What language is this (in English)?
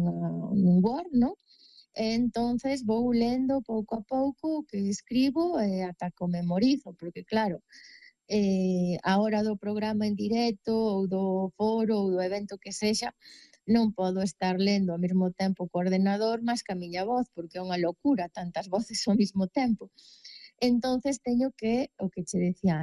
Galician